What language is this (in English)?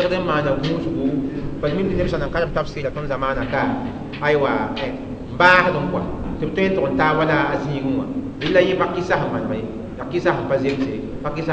Mossi